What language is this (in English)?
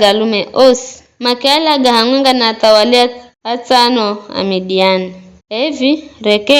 Giryama